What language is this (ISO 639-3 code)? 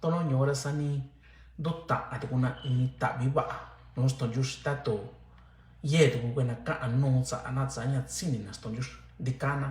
mix